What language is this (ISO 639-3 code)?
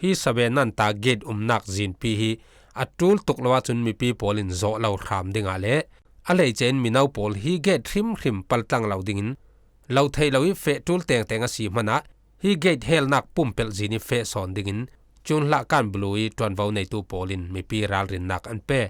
cfm